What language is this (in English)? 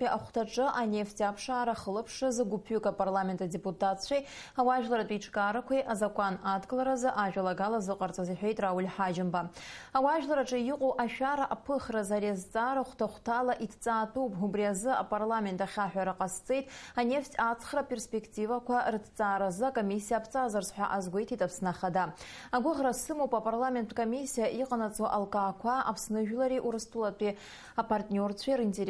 Abkhazian